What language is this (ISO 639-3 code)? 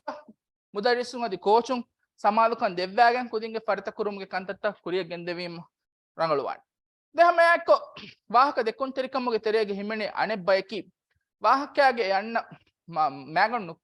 div